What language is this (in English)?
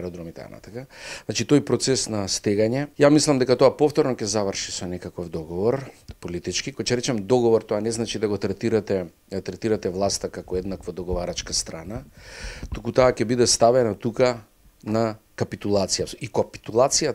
Macedonian